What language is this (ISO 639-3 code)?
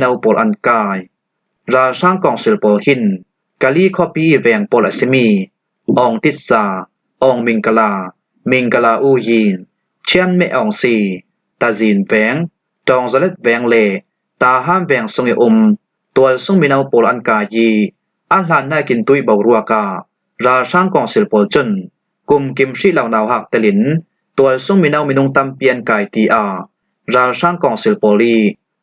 cfm